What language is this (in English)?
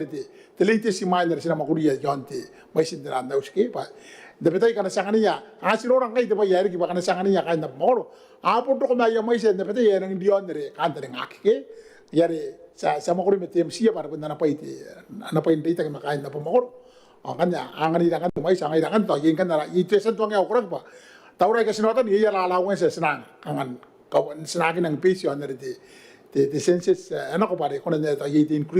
Gilbertese